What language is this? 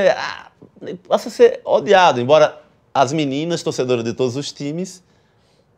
Portuguese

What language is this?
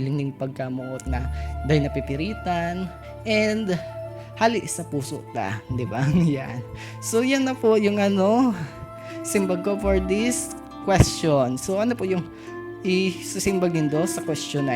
Bikol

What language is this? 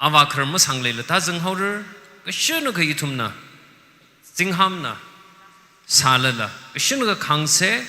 Tangkhul Naga (India)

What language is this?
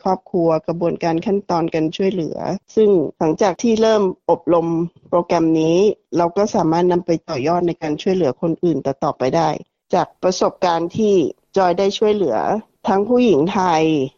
Thai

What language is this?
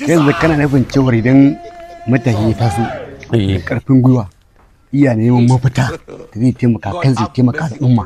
Hausa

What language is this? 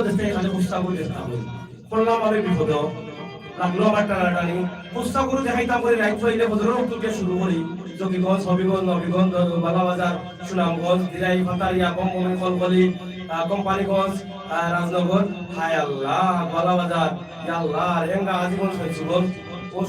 Sylheti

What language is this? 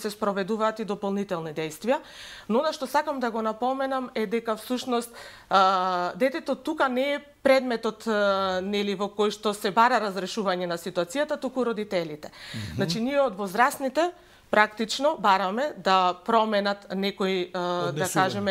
Macedonian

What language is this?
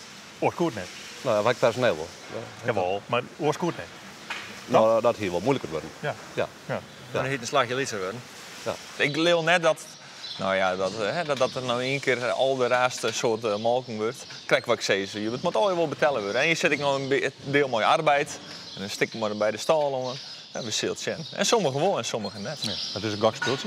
Western Frisian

